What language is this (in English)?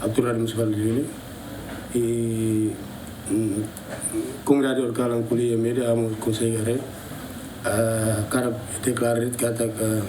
Tetum